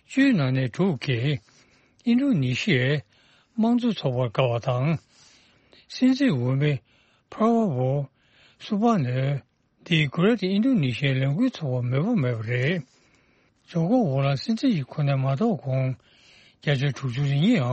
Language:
Tibetan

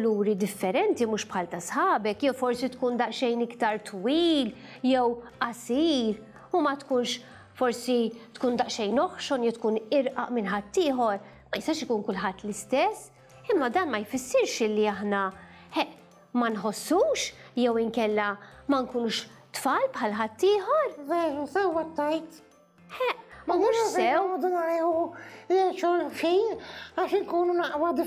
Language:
Maltese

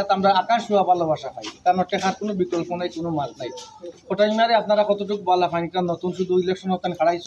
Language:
Sylheti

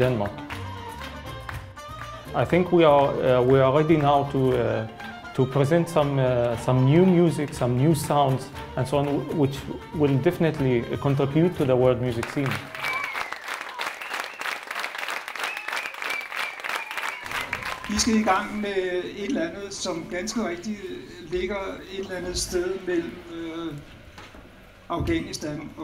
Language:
Danish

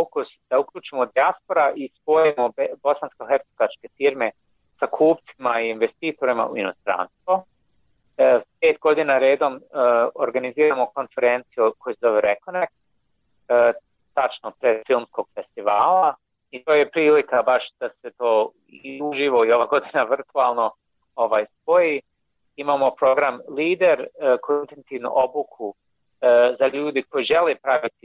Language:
Bosnian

